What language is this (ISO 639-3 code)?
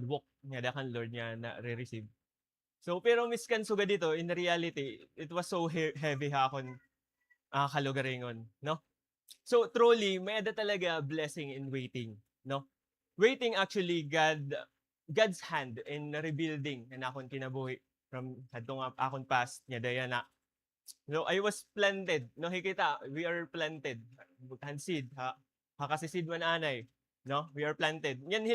war